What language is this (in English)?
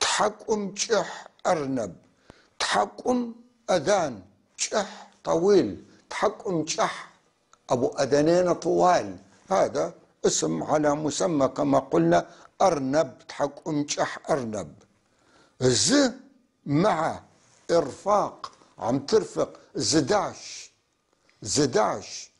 North Levantine Arabic